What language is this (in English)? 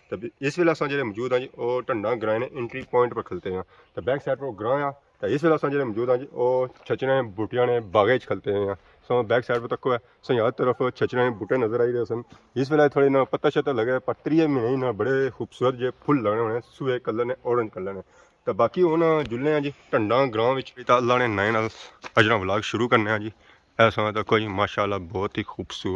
Pahari-Potwari